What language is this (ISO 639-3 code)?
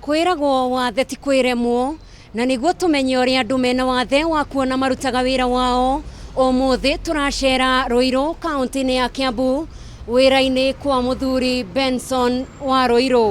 kik